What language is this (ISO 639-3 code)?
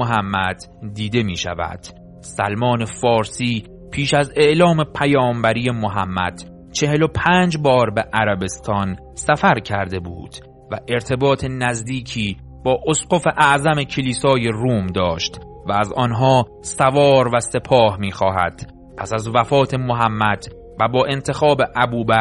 fas